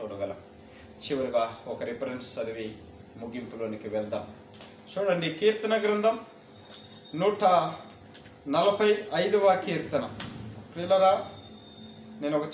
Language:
Telugu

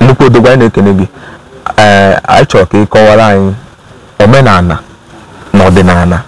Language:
Igbo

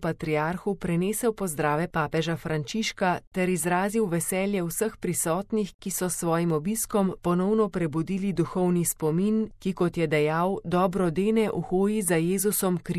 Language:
Slovenian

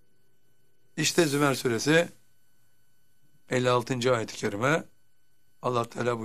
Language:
Turkish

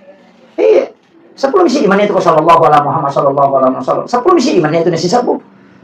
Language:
Buginese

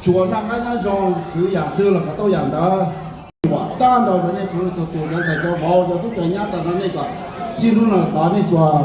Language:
Hmong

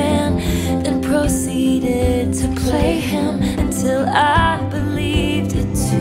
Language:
English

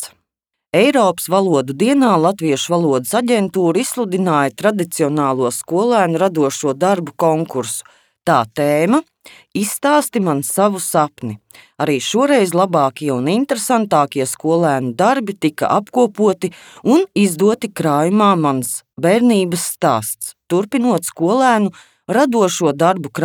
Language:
Latvian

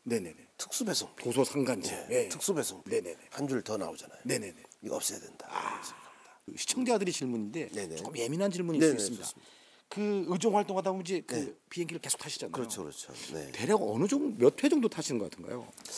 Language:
Korean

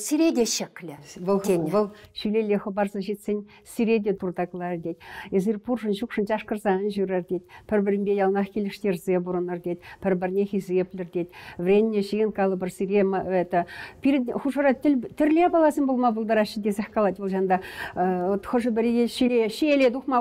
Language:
Chuvash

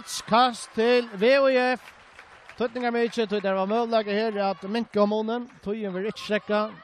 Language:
Faroese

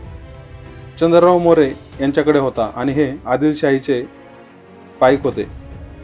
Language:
Marathi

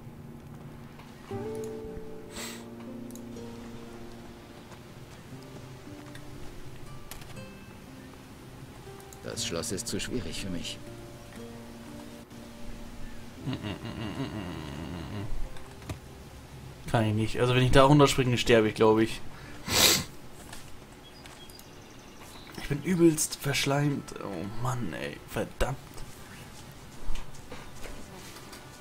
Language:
German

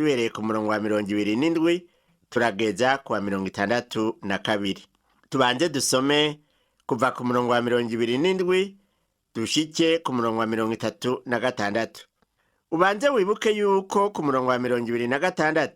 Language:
Rundi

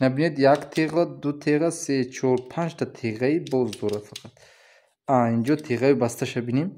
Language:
Tajik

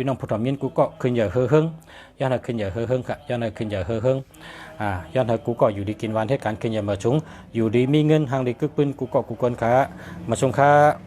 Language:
Shan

